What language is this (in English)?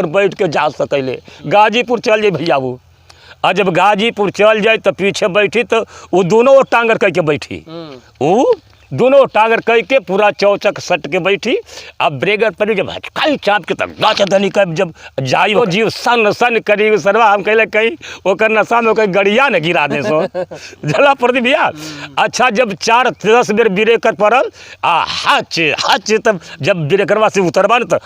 Bhojpuri